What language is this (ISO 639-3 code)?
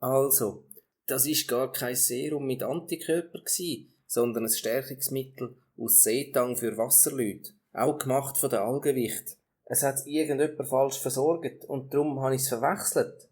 gsw